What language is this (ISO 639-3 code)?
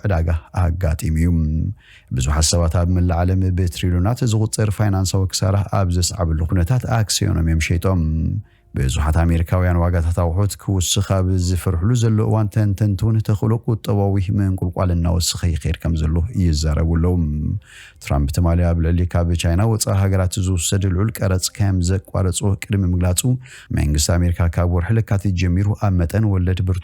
tir